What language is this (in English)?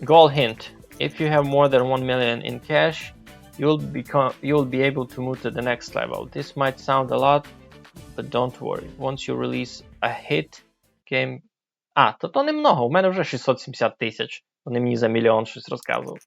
Rusyn